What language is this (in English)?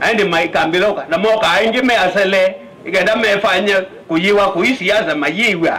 Kamba